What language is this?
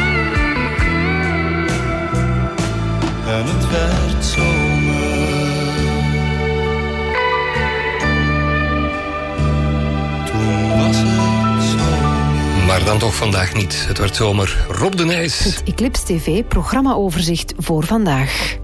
Dutch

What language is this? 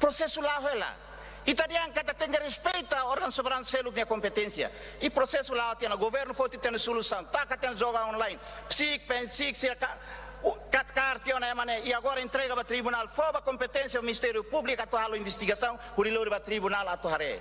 Tetum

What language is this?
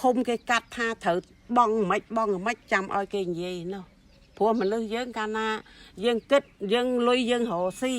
Khmer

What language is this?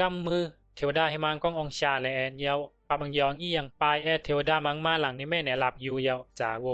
Bisu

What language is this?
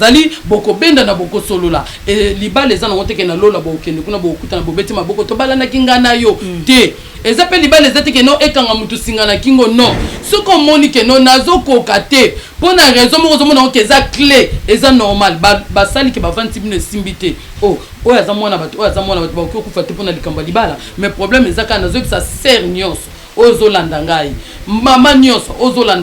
Lingala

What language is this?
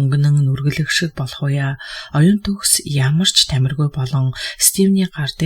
Mongolian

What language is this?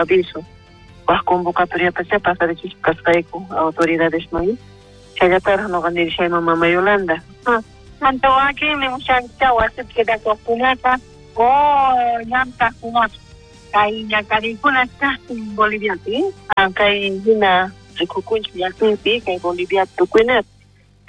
South Bolivian Quechua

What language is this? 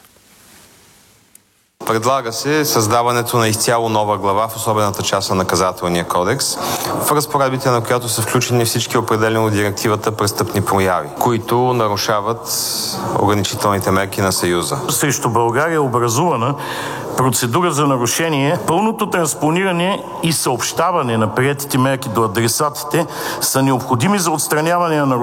Bulgarian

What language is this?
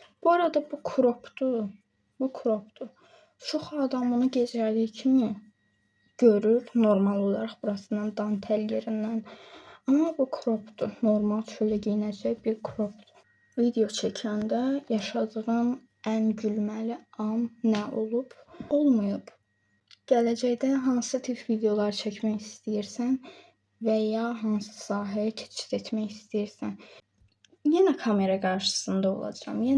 Azerbaijani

